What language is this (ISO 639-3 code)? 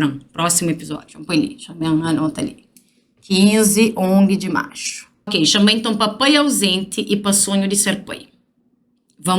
kea